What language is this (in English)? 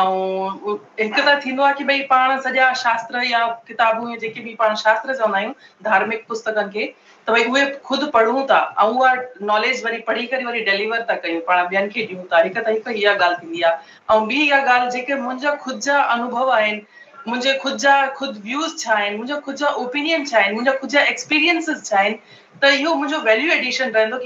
Sindhi